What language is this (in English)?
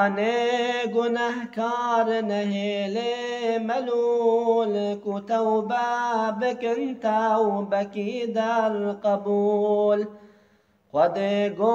Kurdish